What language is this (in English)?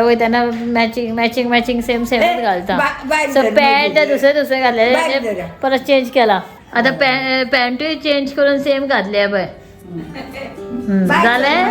Konkani